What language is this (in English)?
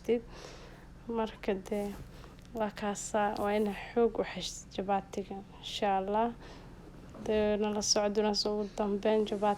Somali